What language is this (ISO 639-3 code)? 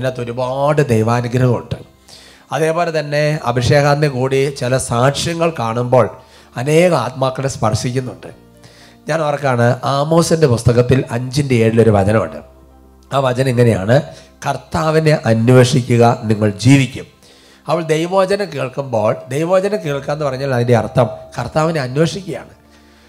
mal